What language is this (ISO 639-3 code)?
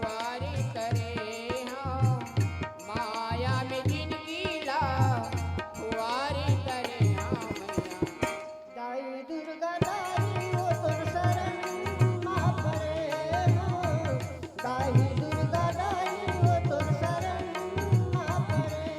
hne